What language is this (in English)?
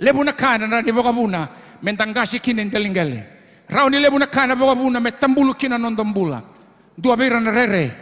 Fijian